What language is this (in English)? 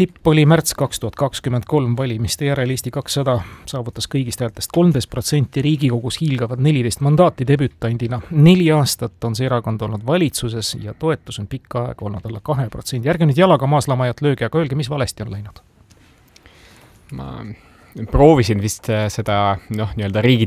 Estonian